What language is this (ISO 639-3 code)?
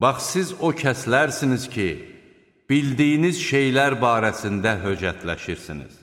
aze